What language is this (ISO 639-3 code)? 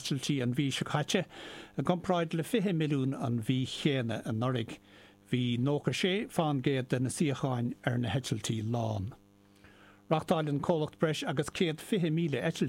gle